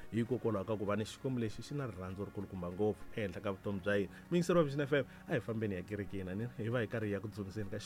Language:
Tsonga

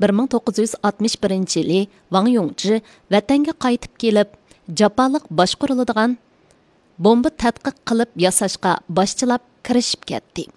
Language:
Uyghur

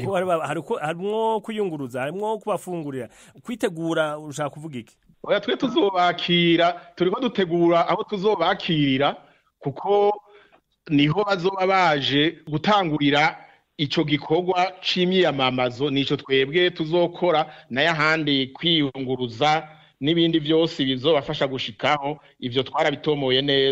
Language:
Rundi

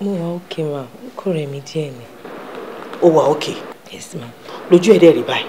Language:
Yoruba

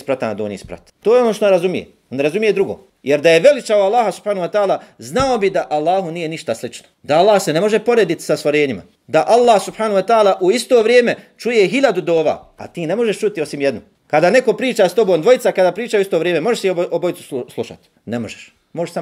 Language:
Bosnian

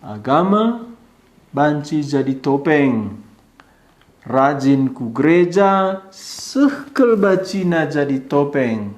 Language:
Batak Karo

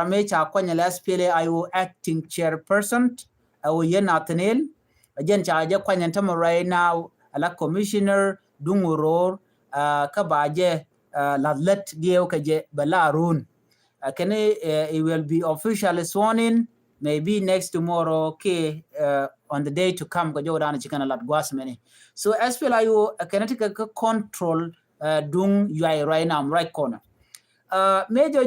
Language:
Nuer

